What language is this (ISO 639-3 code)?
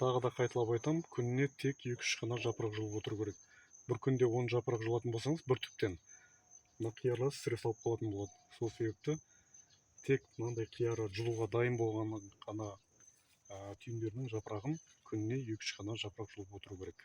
kaz